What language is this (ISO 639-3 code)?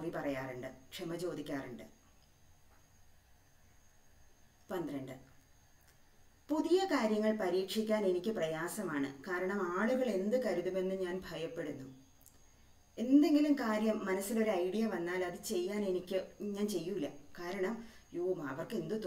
mal